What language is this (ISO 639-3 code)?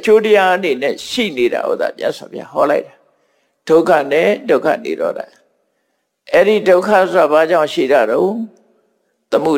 mya